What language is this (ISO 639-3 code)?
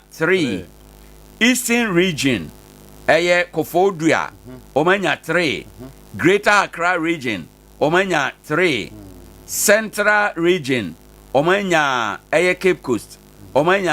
aka